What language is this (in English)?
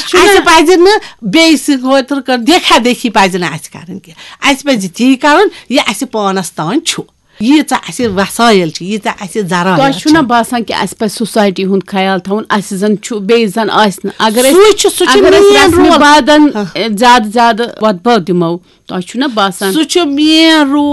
Kashmiri